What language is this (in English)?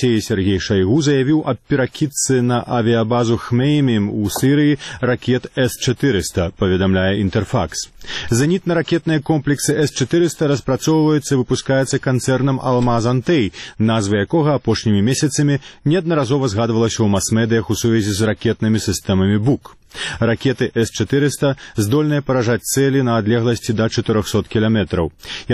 Belarusian